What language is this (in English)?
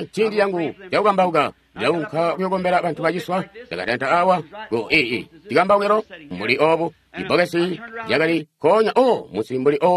Tonga (Zambia)